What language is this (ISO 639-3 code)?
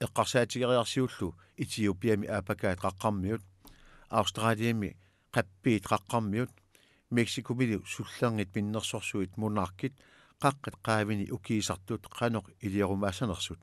kal